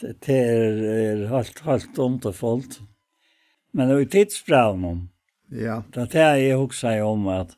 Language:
Faroese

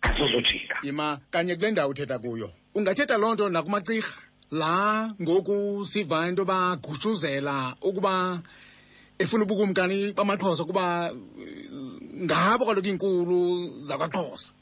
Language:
Xhosa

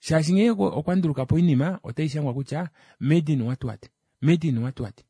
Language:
Kuanyama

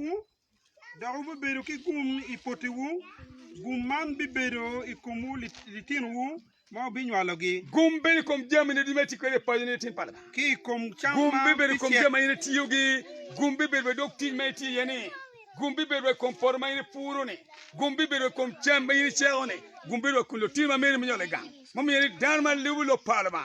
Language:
Acoli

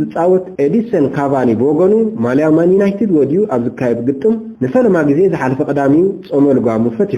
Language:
Tigrinya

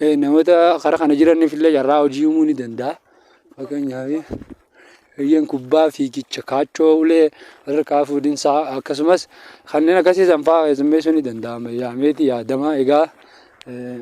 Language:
Oromo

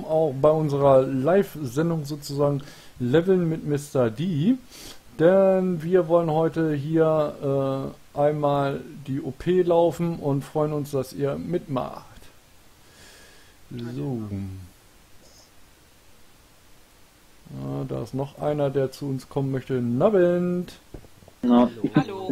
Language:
German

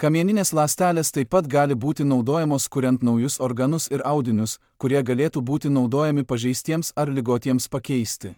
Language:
Lithuanian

